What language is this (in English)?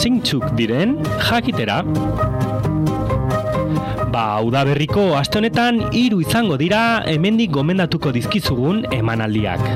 Basque